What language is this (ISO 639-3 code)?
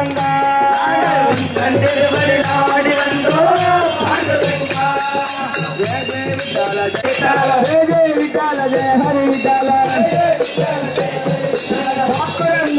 tam